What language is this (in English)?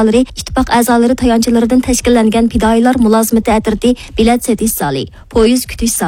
Uyghur